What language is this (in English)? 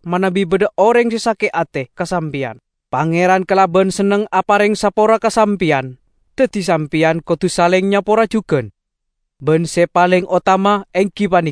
Madurese